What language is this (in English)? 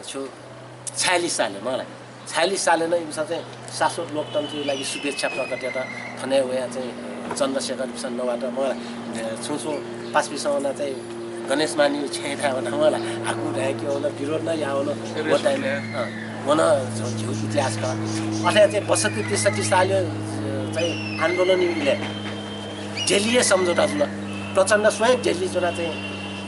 Newari